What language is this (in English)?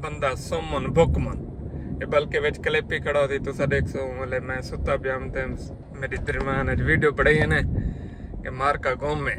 Saraiki